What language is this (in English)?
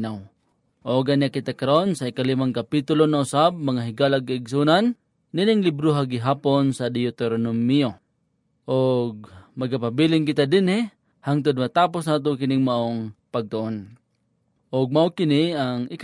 Cebuano